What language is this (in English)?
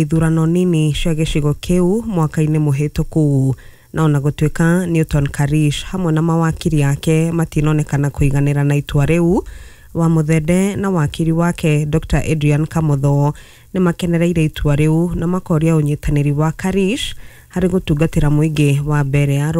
Kikuyu